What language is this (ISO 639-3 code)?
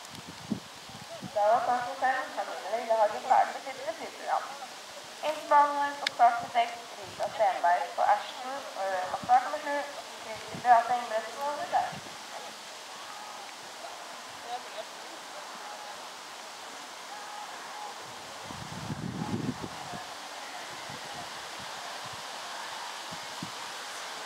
nor